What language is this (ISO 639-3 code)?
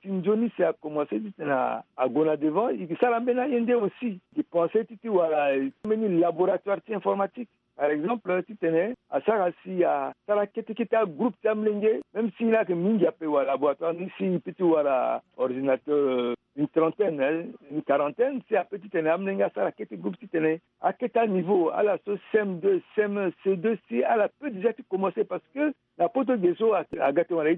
sag